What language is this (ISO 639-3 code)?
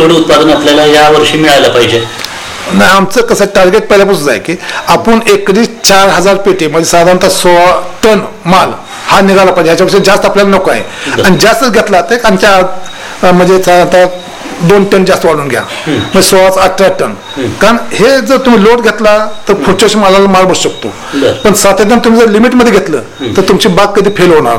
mar